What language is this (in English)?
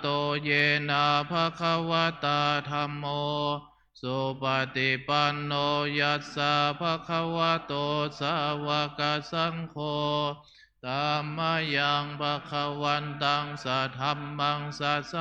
Pali